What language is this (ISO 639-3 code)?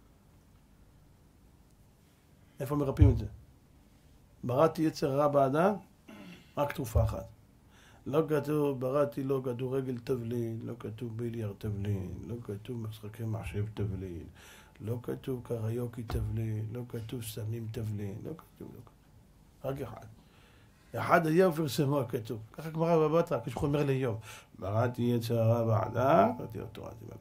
heb